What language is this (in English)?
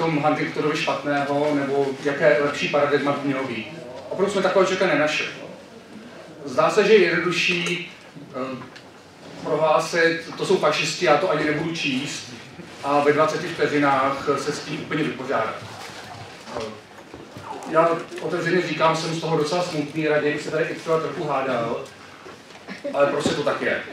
Czech